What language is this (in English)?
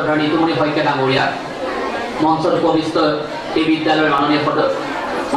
Assamese